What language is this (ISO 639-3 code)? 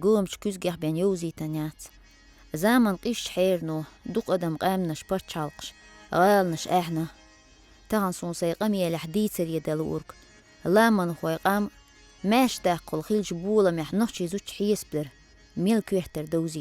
che